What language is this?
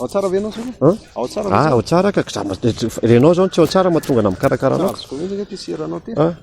Malagasy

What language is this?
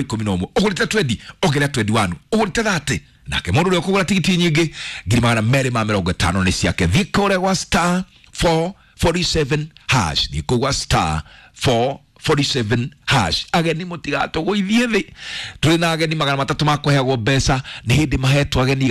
Kikuyu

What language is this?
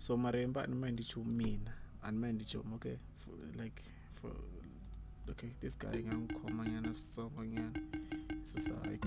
Tsonga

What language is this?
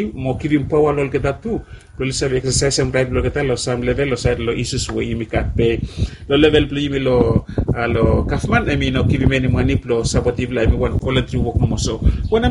Bislama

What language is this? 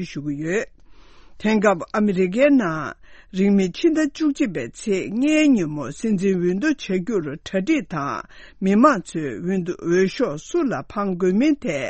Tibetan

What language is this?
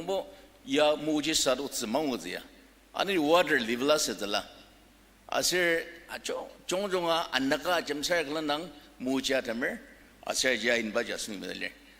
Ao Naga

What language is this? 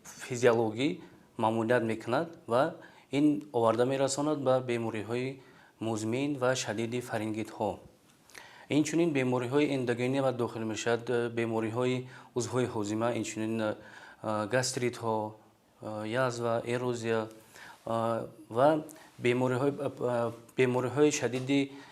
Tajik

